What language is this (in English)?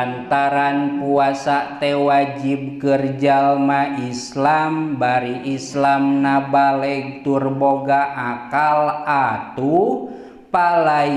Sundanese